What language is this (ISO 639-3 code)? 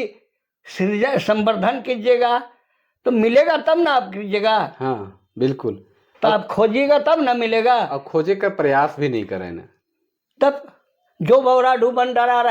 sck